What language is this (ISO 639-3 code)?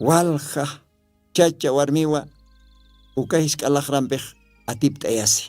aym